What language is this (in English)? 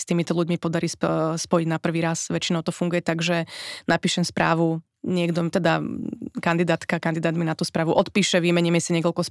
Slovak